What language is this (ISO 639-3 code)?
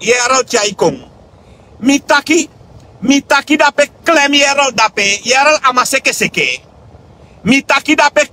srn